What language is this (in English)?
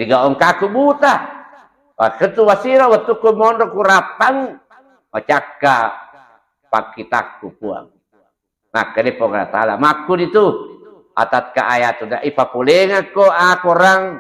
Buginese